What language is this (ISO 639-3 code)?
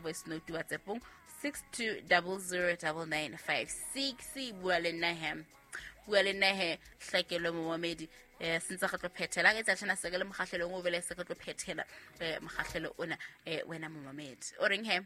sot